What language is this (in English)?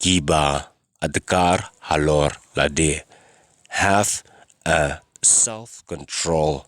Khasi